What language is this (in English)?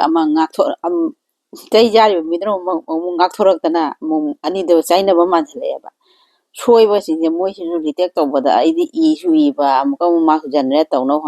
Manipuri